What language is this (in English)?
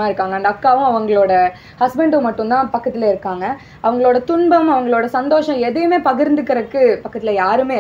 Tamil